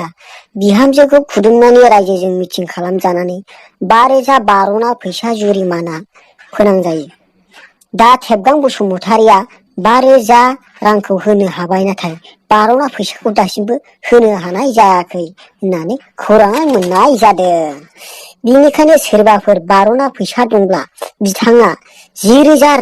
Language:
Bodo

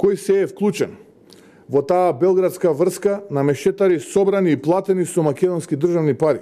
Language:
Macedonian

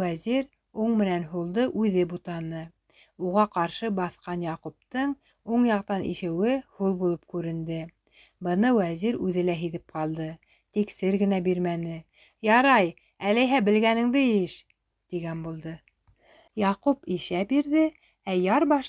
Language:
Bashkir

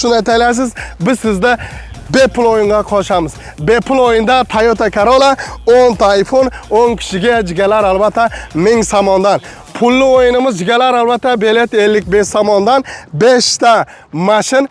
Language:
Uzbek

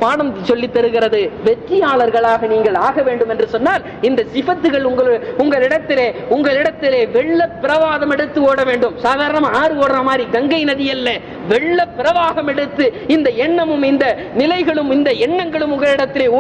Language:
Tamil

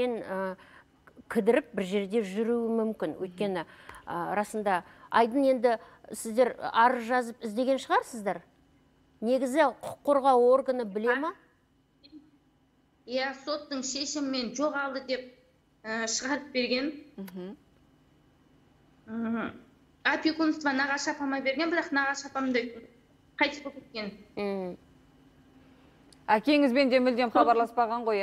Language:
Kazakh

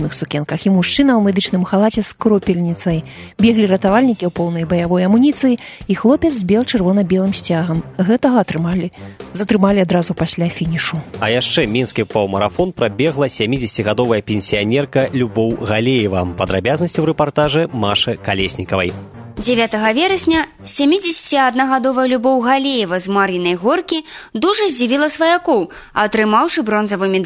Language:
Belarusian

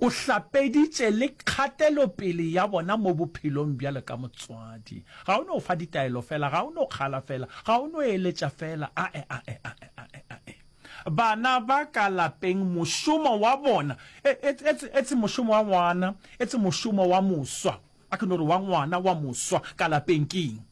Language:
Northern Sotho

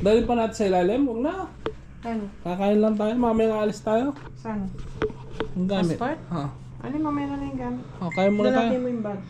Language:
Pampanga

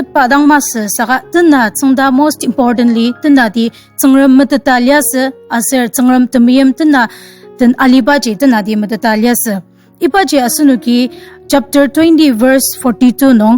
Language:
Ao Naga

